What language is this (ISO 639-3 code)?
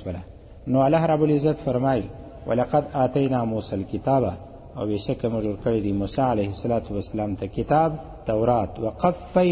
pus